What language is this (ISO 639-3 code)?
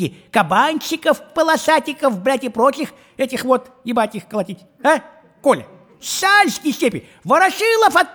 rus